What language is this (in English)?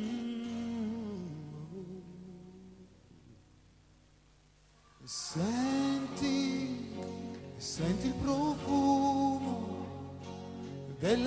Italian